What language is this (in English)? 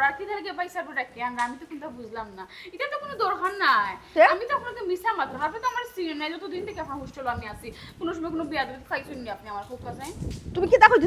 Sylheti